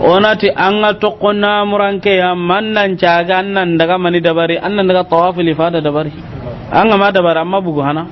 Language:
Soninke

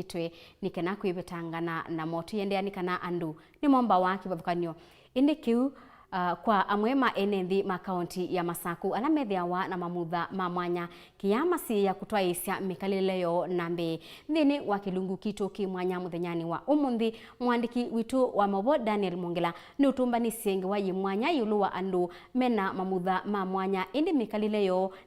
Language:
Kamba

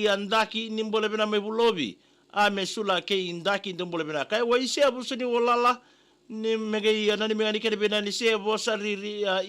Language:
Fijian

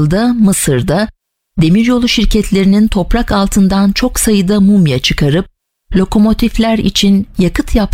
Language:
Turkish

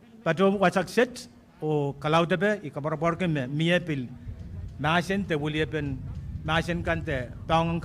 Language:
Pohnpeian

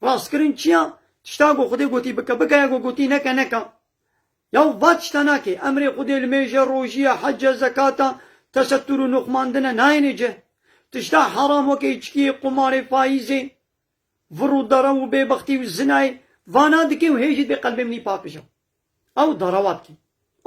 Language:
Kurdish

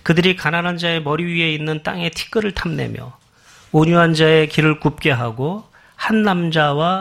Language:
Korean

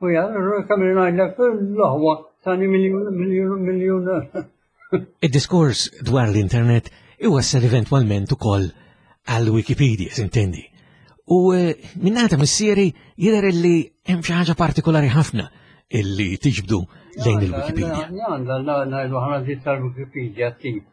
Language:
Maltese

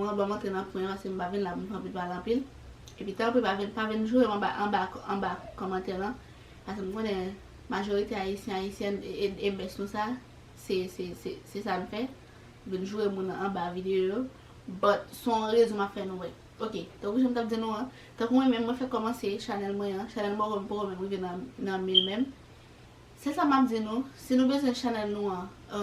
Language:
Haitian Creole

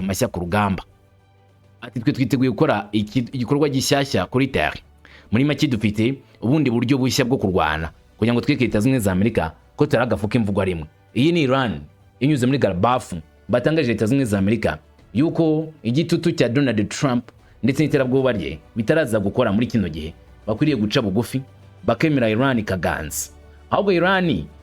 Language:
Kinyarwanda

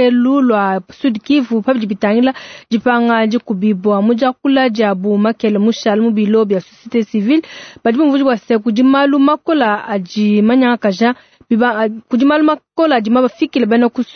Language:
Luba-Lulua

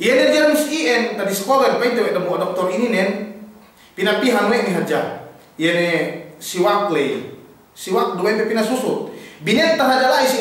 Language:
Yakan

